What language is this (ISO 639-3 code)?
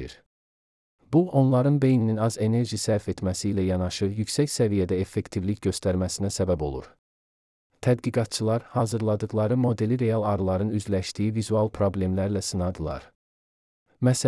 aze